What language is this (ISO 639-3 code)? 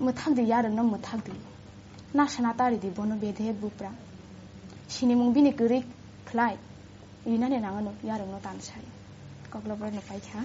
trp